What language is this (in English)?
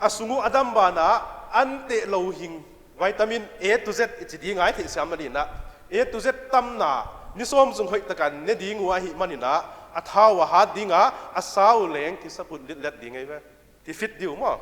Paite Chin